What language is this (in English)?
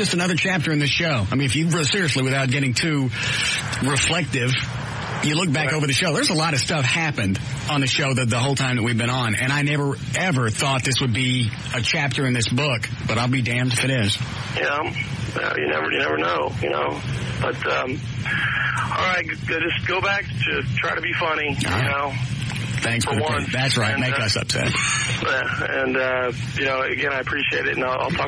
English